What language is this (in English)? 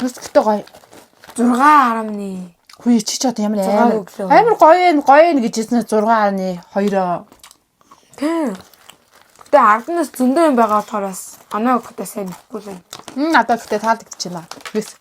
Mongolian